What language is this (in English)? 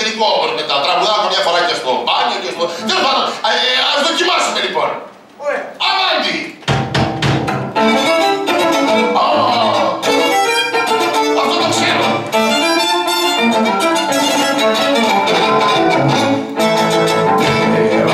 Greek